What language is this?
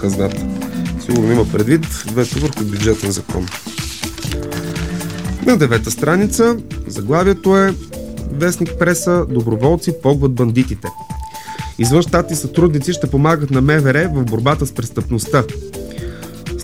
Bulgarian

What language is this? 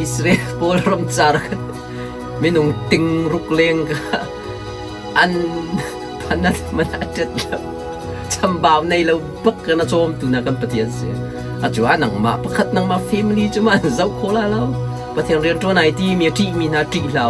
Hakha Chin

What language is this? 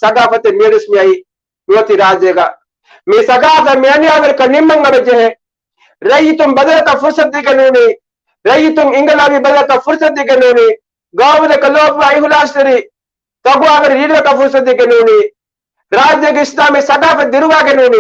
Divehi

